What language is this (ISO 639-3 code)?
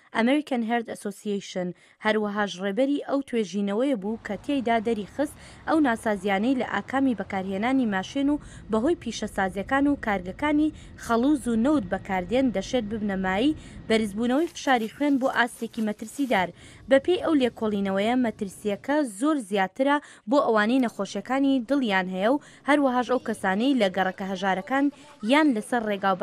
ckb